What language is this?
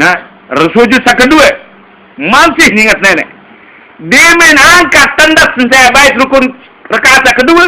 Sasak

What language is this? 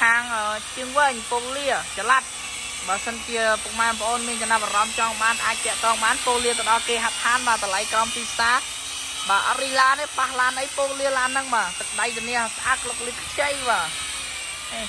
Khmer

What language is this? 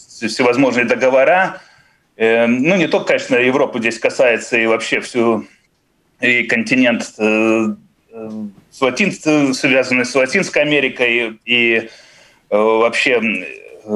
Russian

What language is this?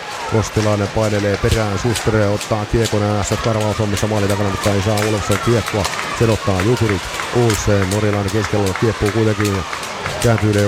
Finnish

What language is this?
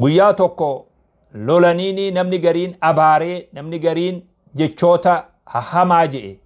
Oromo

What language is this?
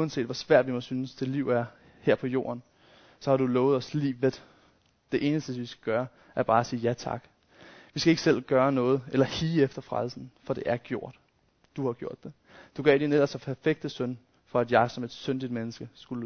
Danish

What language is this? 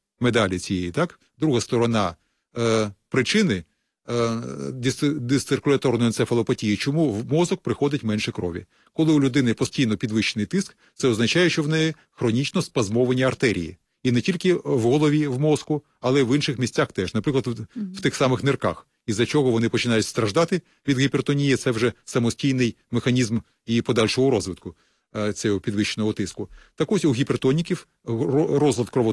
Ukrainian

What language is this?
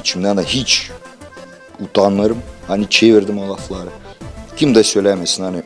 Gagauz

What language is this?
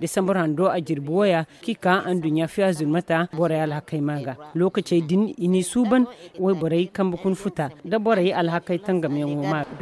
Zarma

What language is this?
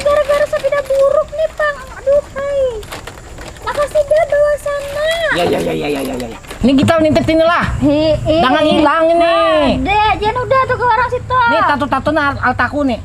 Banjar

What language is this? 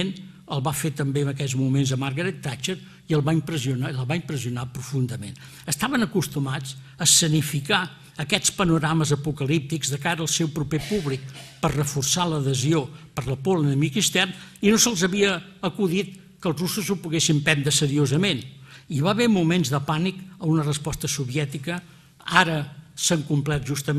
Catalan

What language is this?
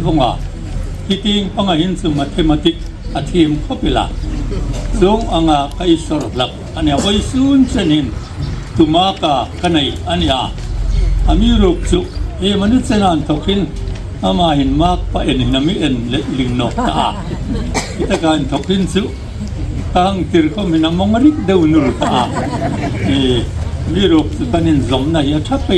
Hmar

